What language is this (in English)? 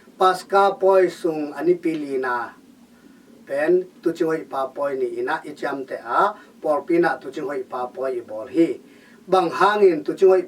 Tedim Chin